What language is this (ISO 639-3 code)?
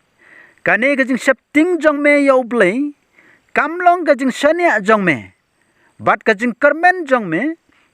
kha